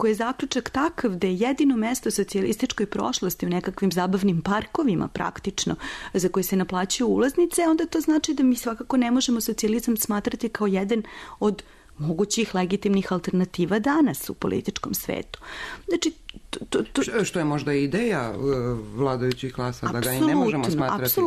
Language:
Serbian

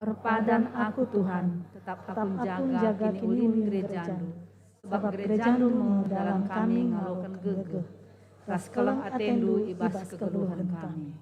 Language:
Batak Karo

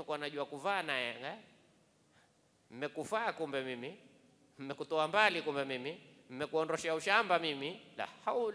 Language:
Swahili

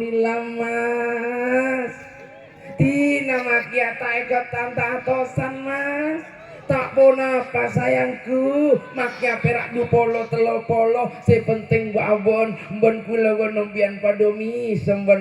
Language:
Madurese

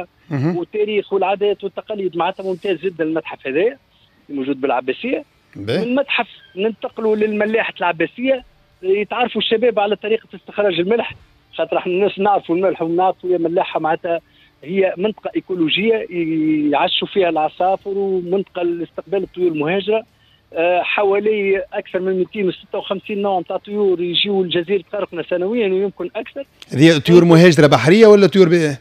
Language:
Tunisian Arabic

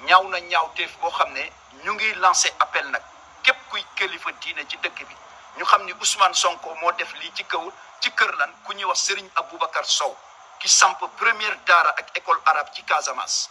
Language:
Wolof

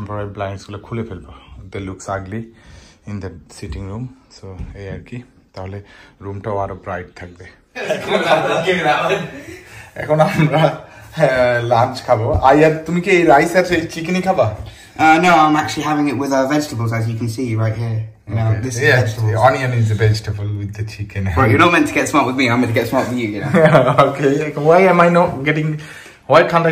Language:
Bangla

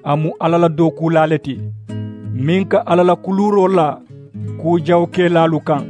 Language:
Mandingo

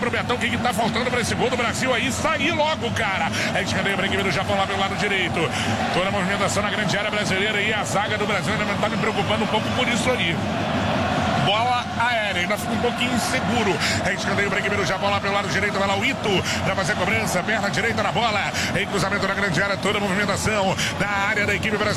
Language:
Portuguese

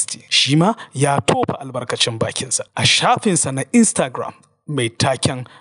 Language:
Hausa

